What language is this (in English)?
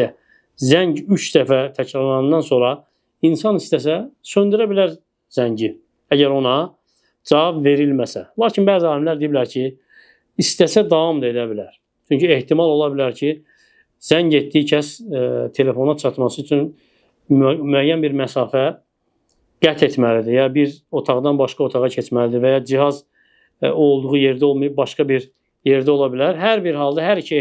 Azerbaijani